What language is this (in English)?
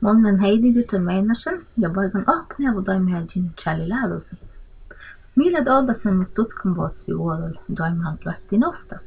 Northern Sami